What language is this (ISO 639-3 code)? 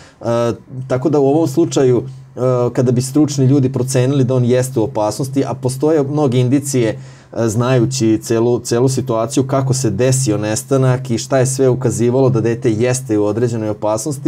srp